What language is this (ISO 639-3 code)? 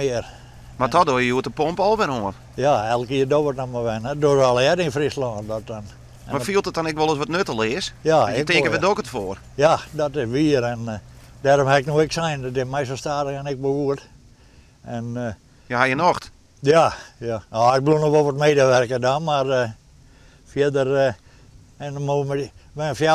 fry